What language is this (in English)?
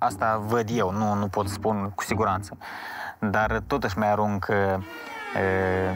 Romanian